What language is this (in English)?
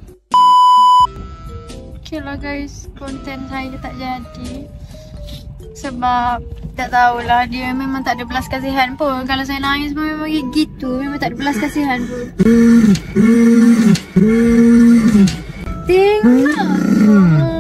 Malay